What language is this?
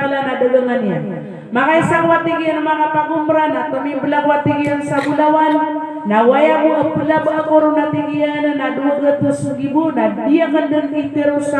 Maranao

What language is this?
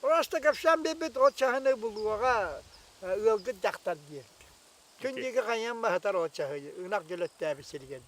Yakut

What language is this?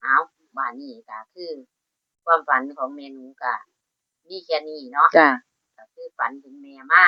Northeastern Thai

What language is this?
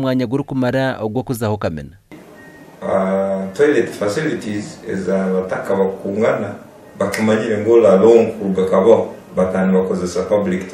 Nyankole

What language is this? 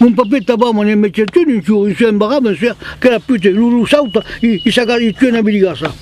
Occitan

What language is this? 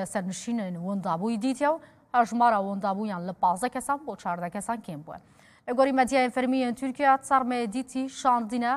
Kurdish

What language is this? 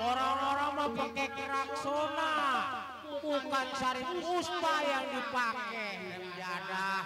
Betawi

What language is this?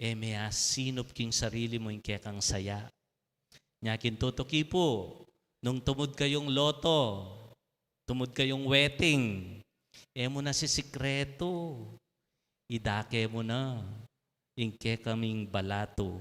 Pampanga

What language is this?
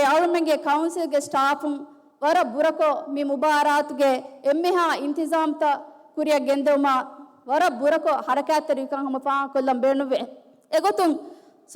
Divehi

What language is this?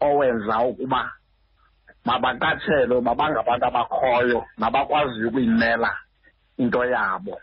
Xhosa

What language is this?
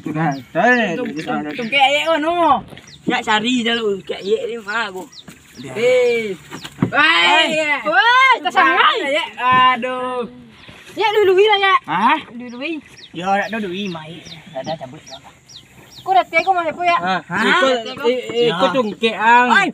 Minangkabau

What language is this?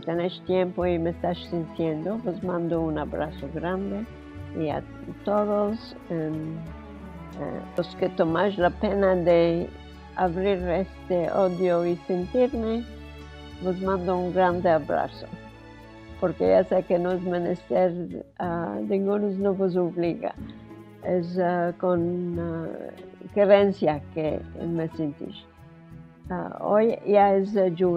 Ladino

